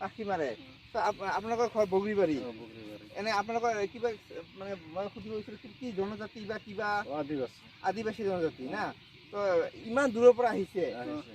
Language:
Assamese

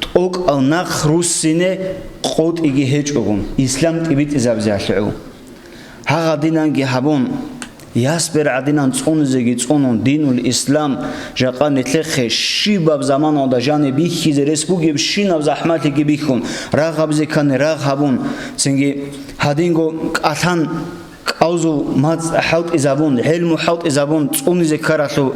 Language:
Avaric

